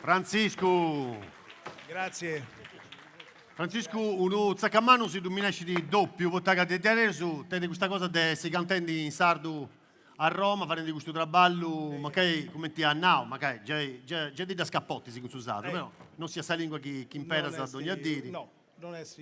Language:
Sardinian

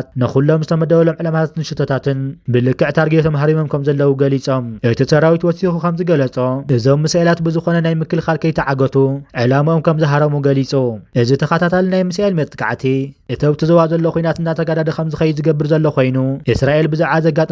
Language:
Tigrinya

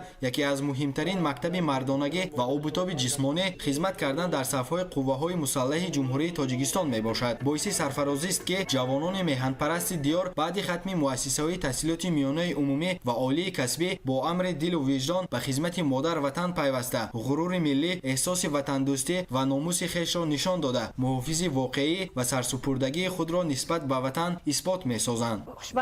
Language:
Tajik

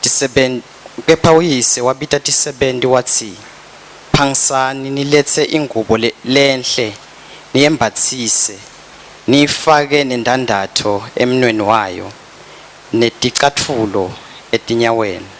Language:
Swati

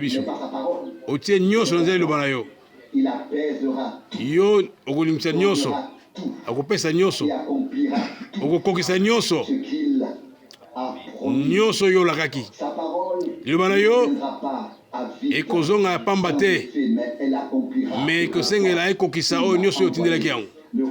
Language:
Lingala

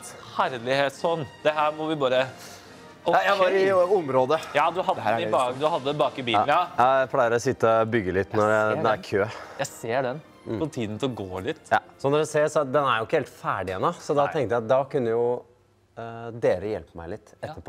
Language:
Norwegian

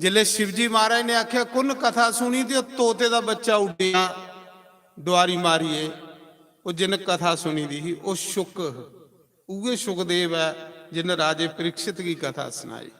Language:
Dogri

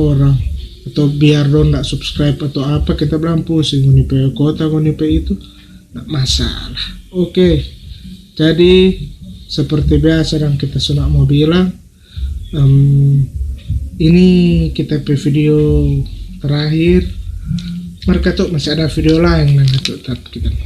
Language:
Manado Malay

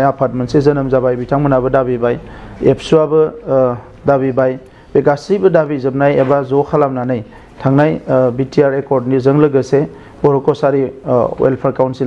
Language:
Bodo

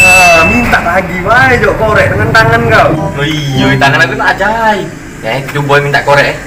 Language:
Musi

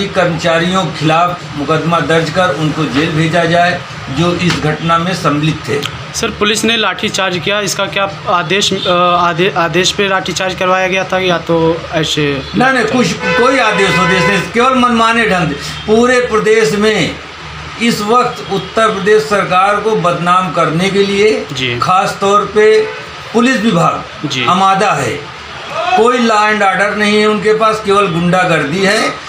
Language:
Hindi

